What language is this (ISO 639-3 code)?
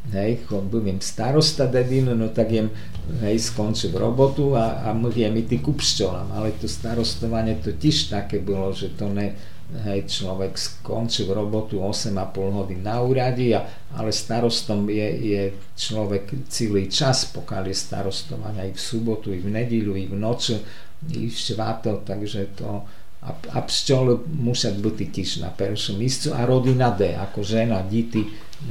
slk